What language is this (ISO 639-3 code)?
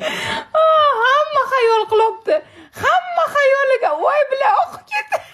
uzb